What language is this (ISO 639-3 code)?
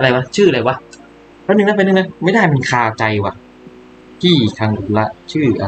tha